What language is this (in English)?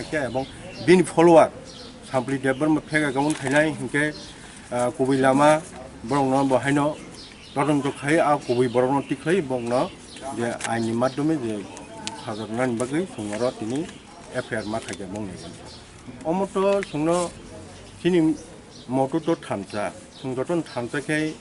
Kok Borok